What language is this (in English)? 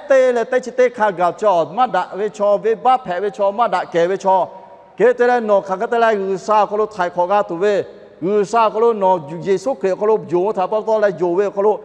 Lahu